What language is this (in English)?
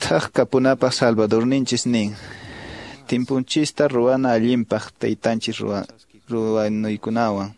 Quechua